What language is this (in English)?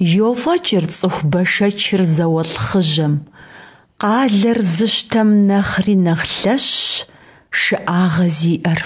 Kabardian